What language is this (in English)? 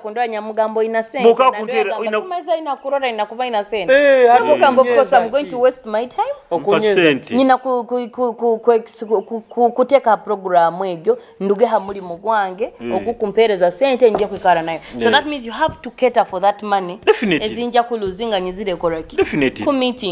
Nyoro